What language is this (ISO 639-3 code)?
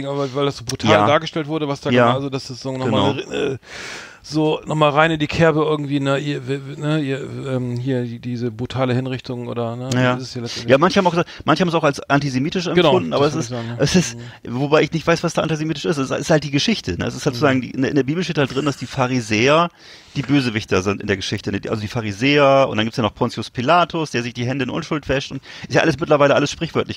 deu